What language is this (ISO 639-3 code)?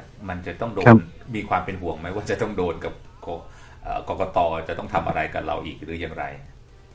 tha